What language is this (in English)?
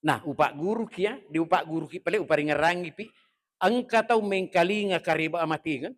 Buginese